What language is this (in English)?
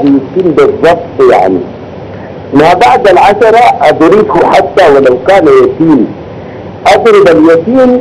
Arabic